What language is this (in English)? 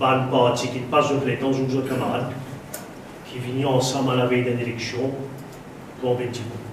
Morisyen